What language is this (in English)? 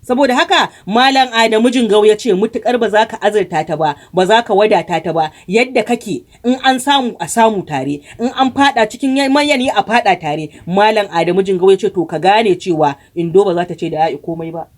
Hausa